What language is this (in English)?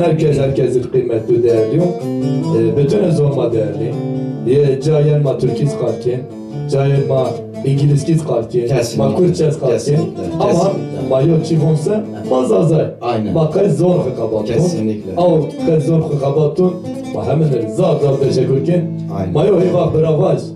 Zaza